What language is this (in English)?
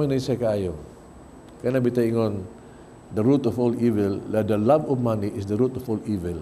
Cebuano